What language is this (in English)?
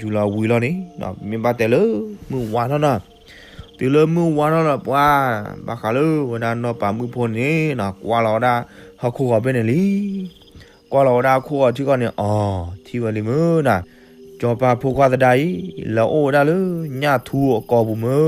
S'gaw Karen